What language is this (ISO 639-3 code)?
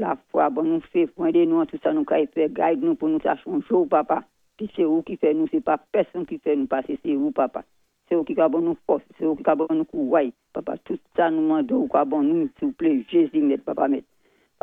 acf